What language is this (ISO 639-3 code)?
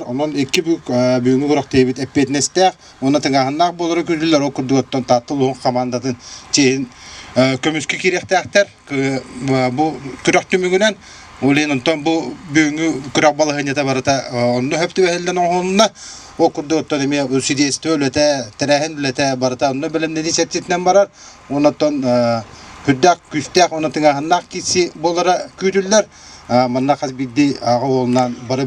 sah